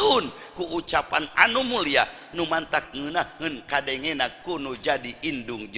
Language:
Sundanese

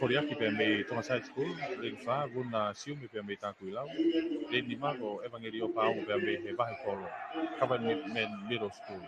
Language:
Tongan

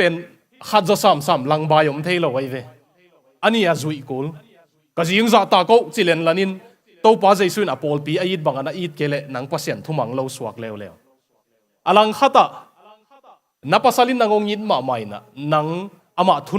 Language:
Tedim Chin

